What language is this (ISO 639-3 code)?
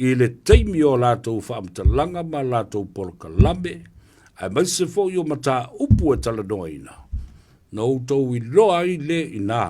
smo